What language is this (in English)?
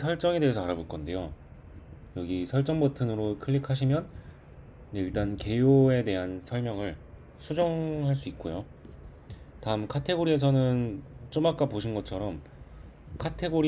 Korean